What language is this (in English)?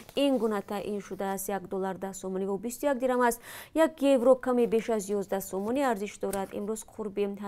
Tajik